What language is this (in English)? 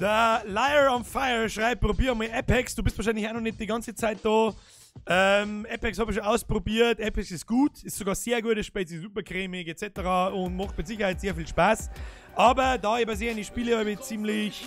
Bavarian